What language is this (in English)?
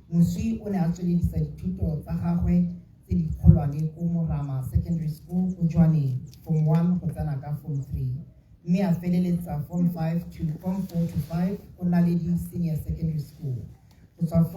Tswana